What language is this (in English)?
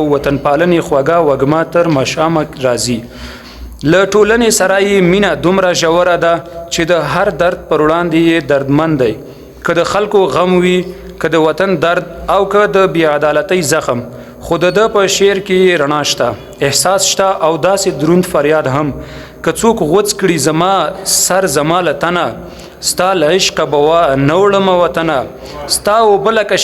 Pashto